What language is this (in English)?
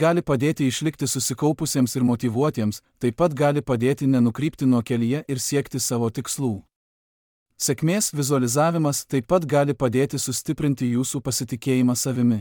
Lithuanian